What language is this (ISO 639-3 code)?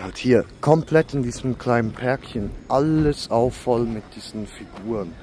gsw